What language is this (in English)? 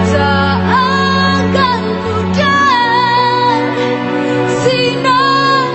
Malay